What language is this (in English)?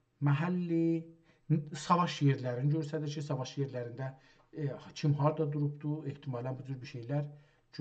South Azerbaijani